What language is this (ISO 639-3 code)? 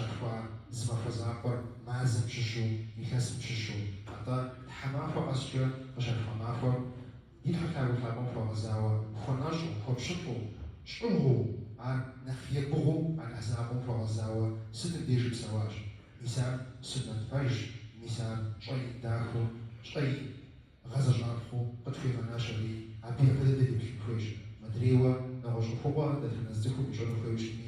kbd